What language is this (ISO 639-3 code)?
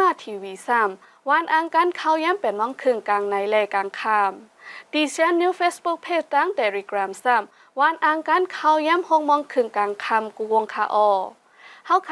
shn